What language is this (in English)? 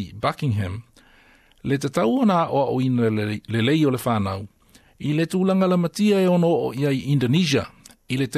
Samoan